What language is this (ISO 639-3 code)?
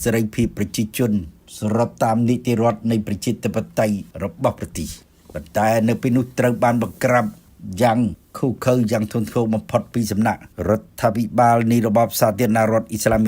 khm